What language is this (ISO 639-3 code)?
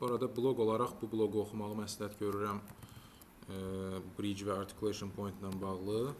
aze